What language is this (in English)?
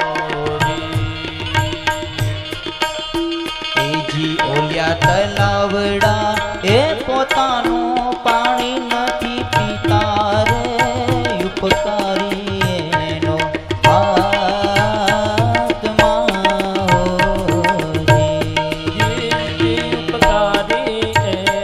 Gujarati